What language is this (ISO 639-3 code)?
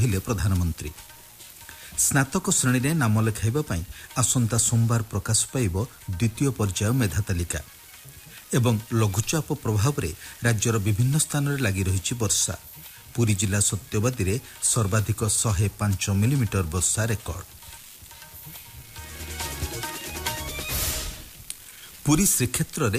ori